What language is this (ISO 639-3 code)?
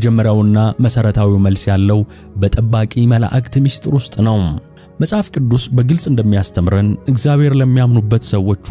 amh